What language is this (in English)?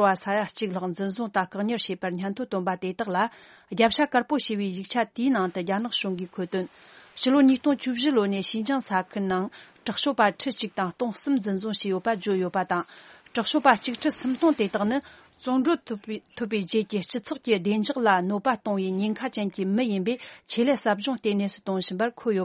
Tibetan